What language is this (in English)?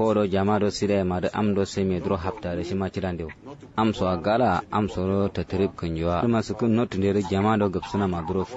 Kanuri